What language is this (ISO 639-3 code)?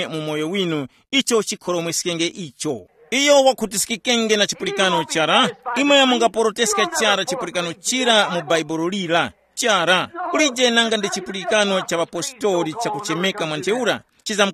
tum